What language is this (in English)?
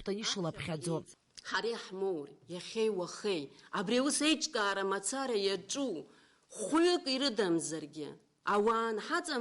Abkhazian